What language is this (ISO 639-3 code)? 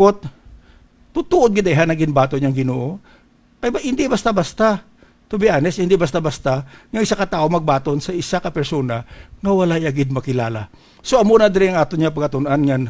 hil